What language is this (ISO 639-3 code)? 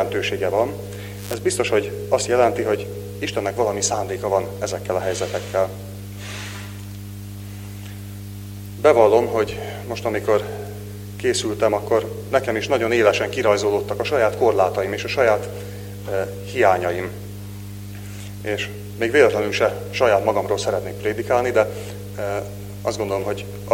hun